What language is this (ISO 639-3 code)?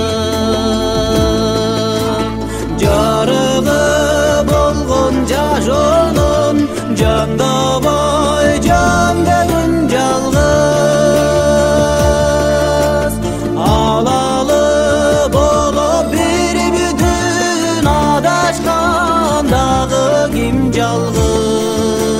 kaz